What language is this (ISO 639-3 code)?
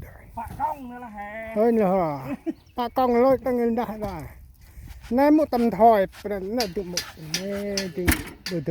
cmo